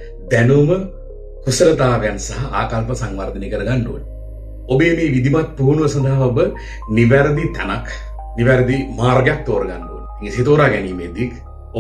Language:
Sinhala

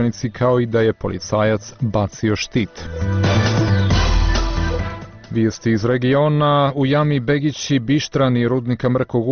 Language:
Bosnian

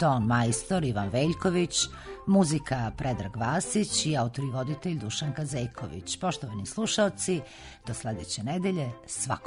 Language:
Serbian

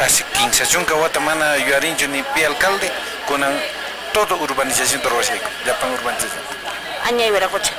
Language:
Quechua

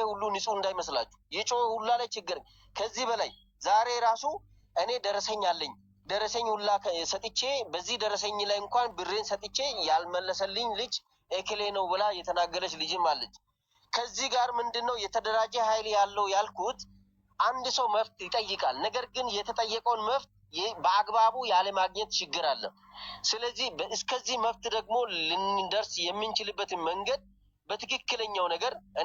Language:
Amharic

